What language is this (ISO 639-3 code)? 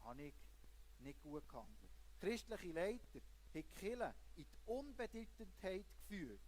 gsw